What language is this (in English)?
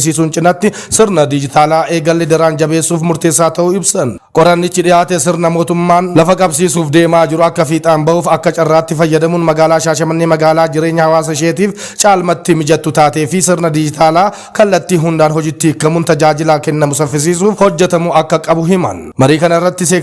Oromo